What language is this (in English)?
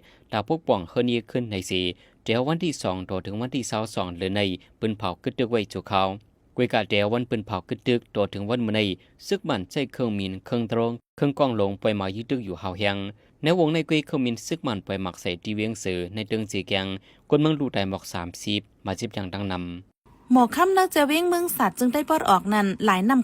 Lao